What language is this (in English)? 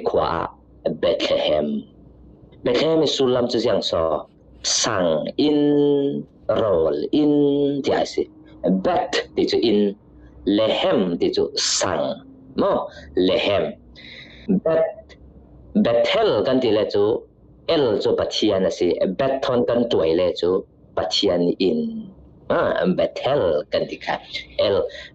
Falam Chin